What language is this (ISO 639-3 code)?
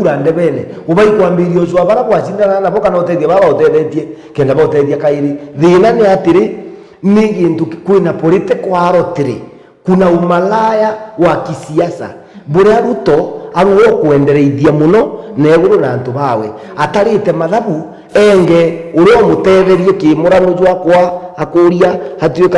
mer